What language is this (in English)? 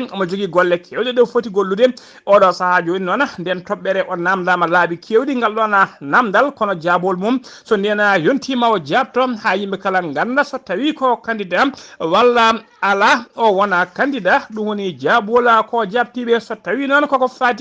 Fula